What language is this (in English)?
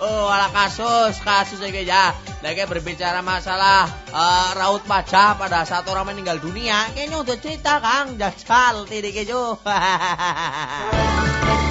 Javanese